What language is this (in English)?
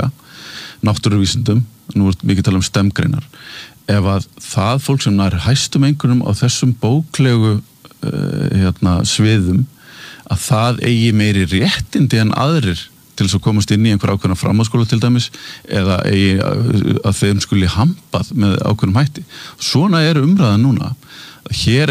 Icelandic